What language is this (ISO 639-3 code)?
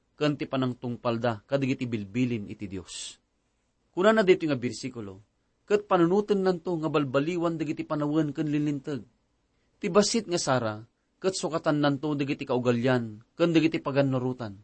ilo